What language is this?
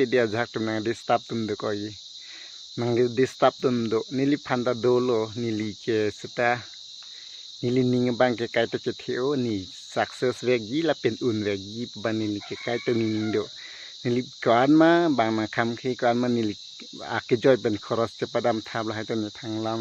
Karbi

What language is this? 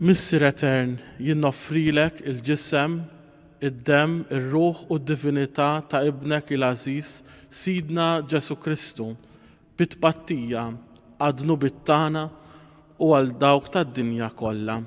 Maltese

